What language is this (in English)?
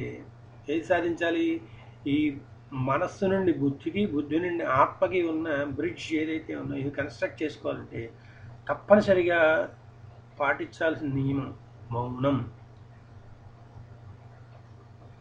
Telugu